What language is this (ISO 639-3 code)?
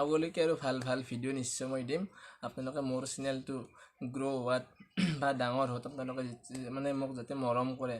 asm